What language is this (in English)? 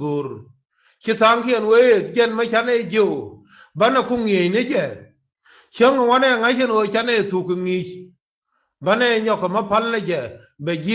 Nuer